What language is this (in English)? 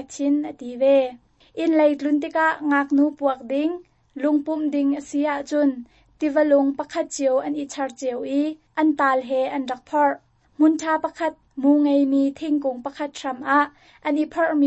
Hakha Chin